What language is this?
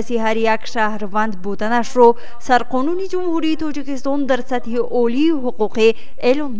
Tajik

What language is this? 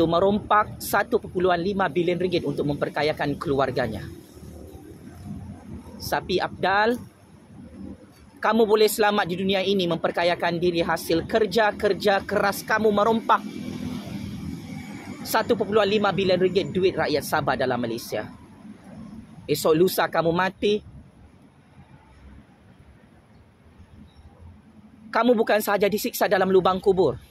Malay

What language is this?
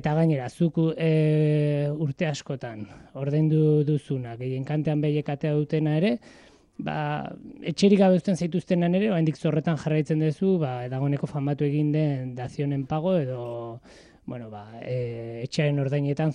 Basque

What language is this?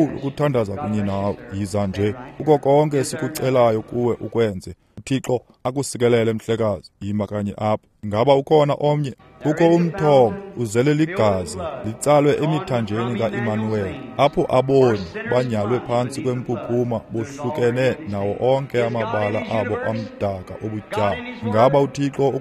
Xhosa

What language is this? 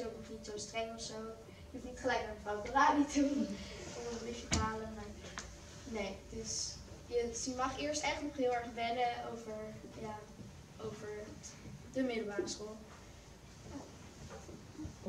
Dutch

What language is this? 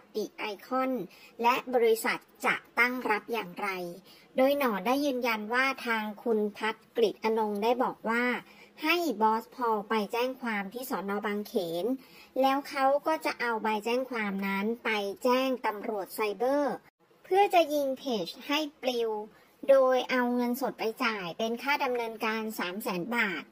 Thai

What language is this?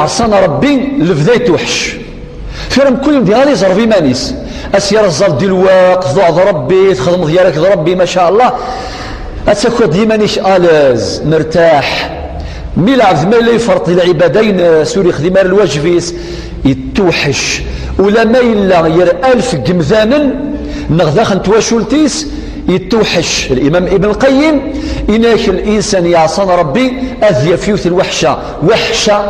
Kabyle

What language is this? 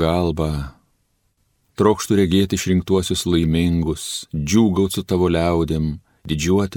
Lithuanian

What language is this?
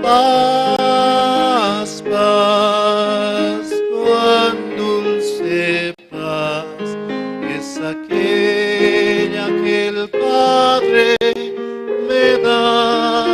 Aymara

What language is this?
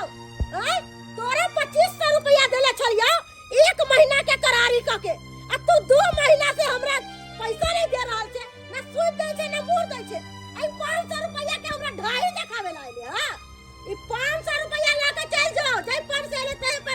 Maithili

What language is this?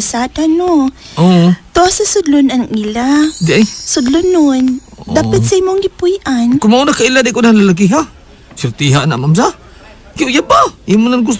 Cebuano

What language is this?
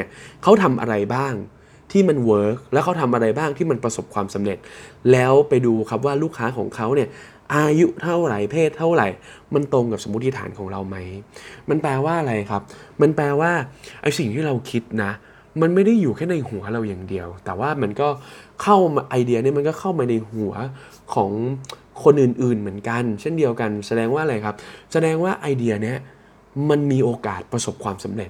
Thai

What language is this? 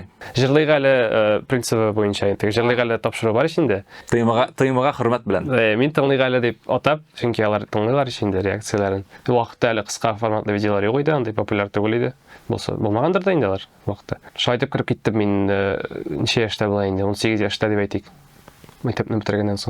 Tatar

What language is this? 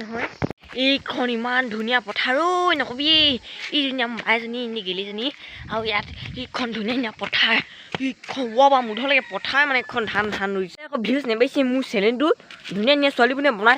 Assamese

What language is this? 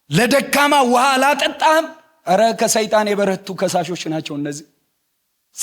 Amharic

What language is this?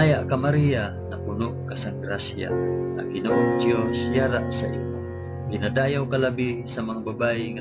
Hiligaynon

